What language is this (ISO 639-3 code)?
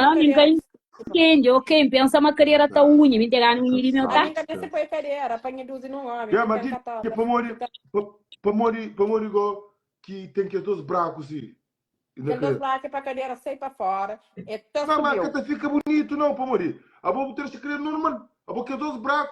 kea